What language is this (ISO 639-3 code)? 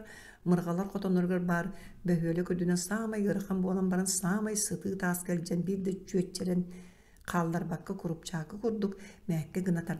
sah